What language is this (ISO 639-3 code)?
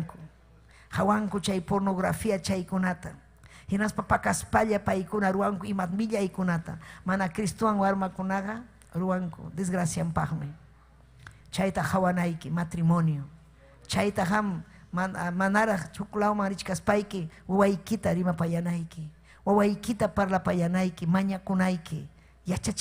quy